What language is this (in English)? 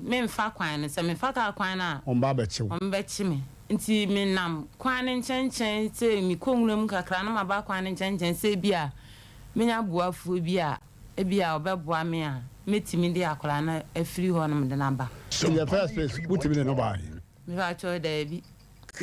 Akan